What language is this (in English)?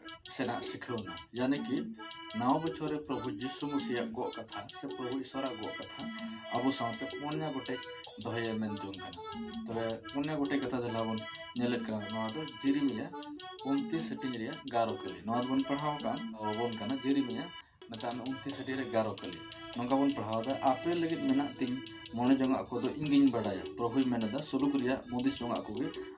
Santali